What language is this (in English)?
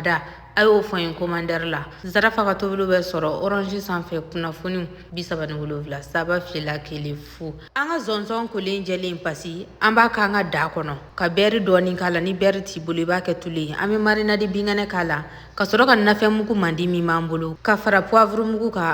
Bambara